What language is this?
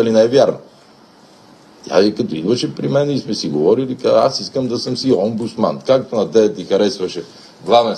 Bulgarian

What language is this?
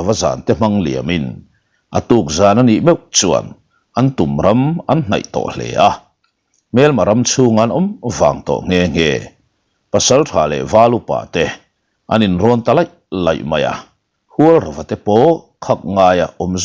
Mizo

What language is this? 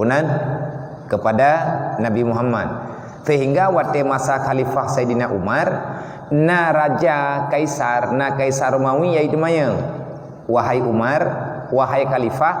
Achinese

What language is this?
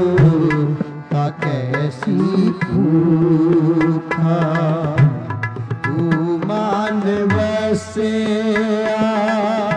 Hindi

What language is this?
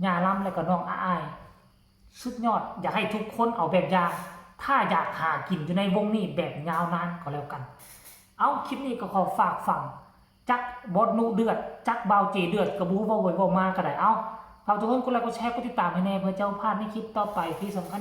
Northeastern Thai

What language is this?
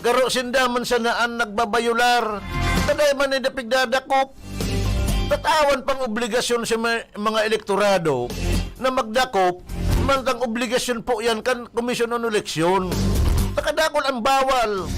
Bikol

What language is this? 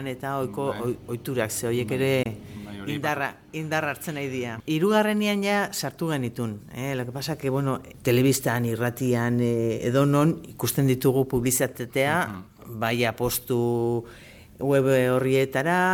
Basque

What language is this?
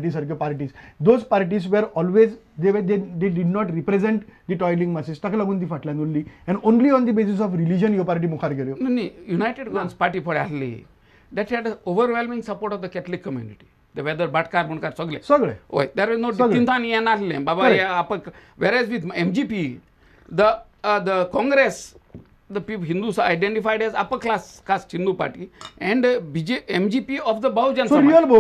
Konkani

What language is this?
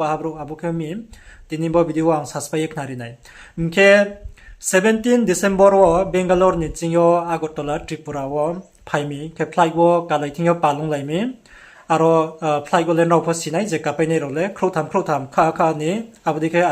Riang (India)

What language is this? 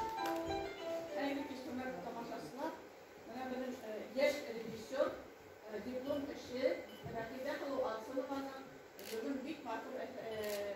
Bashkir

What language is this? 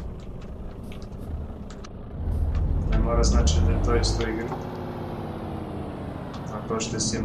Croatian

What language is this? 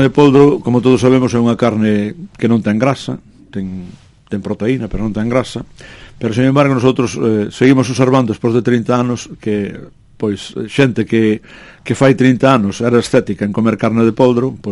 Galician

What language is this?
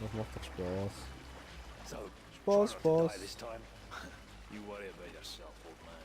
Swiss German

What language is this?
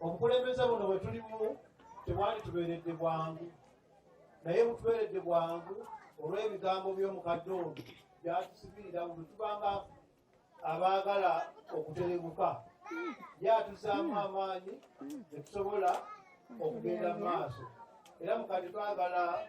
Ganda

